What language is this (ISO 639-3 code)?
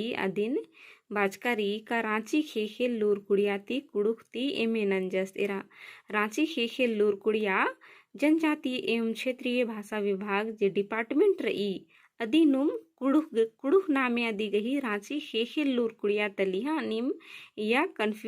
kru